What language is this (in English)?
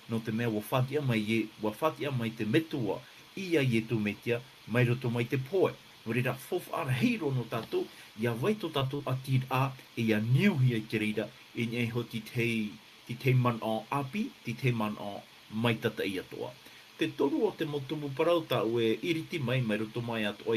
Tahitian